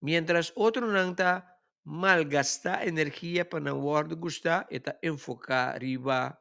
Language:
Papiamento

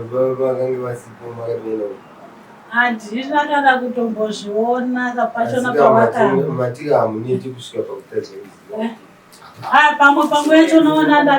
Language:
Shona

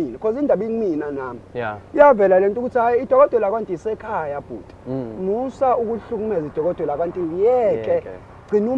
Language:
Zulu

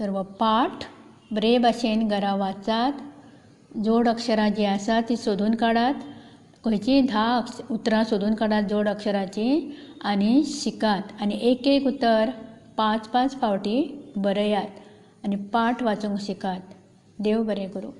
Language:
Konkani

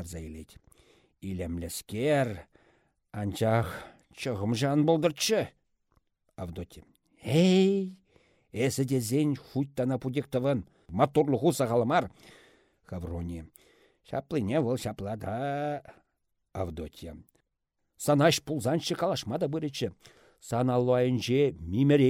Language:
Chuvash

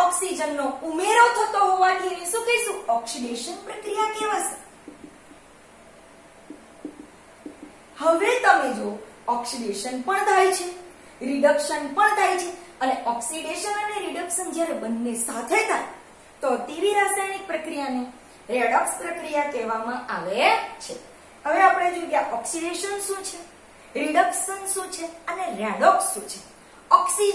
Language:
Gujarati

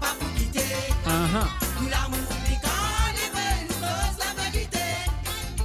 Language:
Morisyen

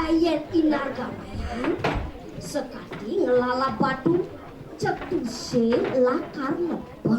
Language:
Balinese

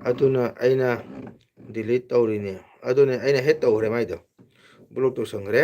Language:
Manipuri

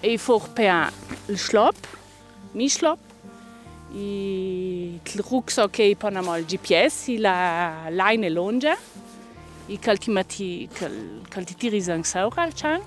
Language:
Ladin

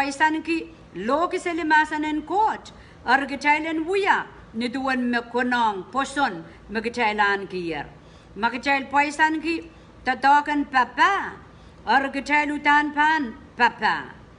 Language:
Pohnpeian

